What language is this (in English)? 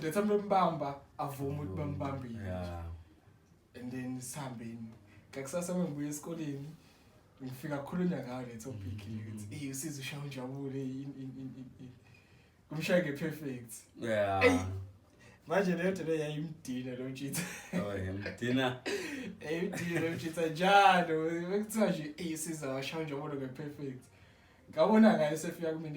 Zulu